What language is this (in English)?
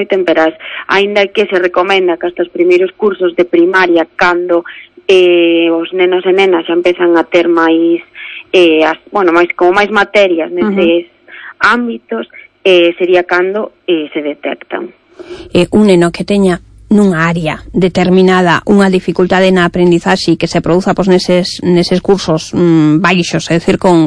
Galician